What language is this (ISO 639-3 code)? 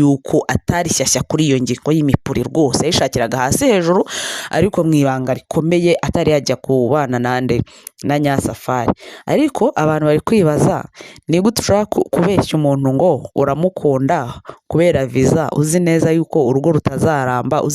kin